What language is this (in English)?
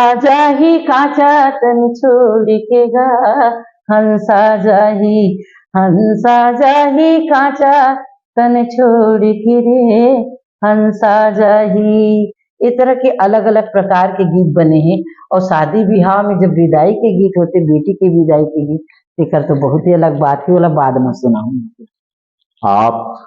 Chhattisgarhi